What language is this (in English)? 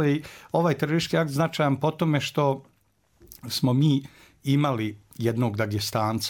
Bosnian